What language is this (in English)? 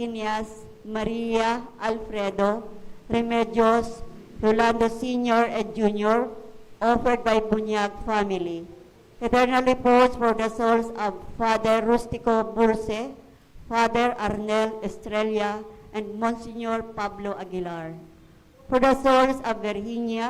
Bikol